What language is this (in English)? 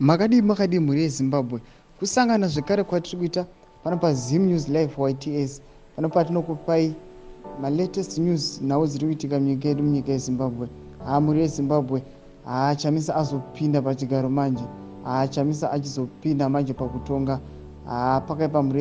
Shona